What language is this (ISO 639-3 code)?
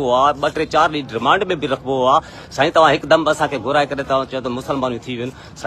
snd